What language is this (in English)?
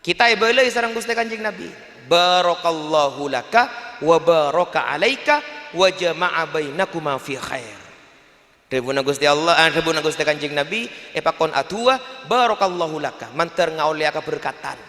Madurese